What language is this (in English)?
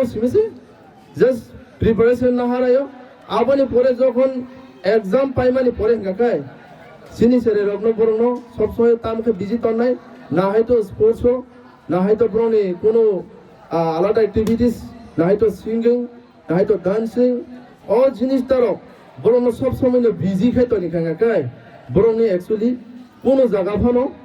Kok Borok